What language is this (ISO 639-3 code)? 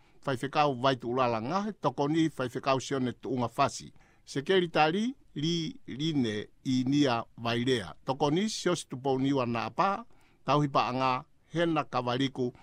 ton